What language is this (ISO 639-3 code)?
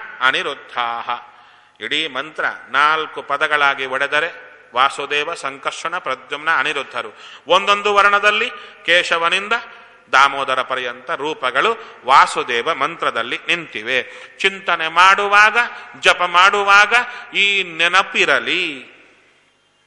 kan